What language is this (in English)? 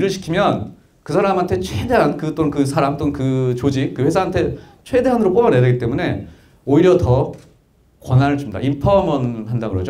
Korean